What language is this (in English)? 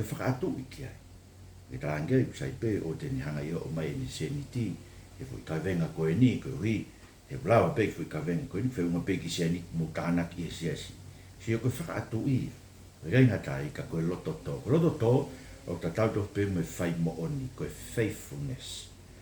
Tongan